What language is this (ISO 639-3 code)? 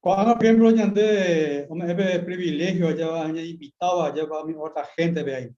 grn